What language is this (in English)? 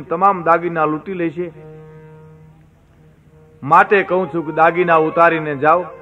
Gujarati